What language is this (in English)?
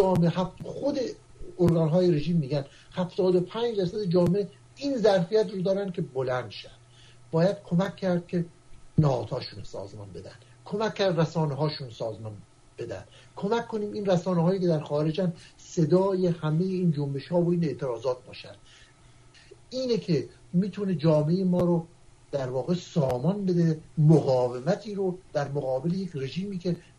Persian